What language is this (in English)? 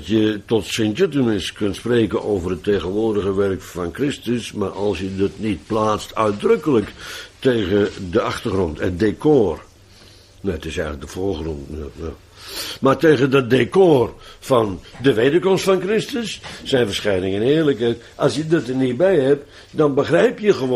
Dutch